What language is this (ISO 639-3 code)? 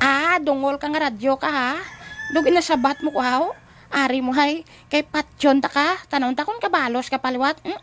hil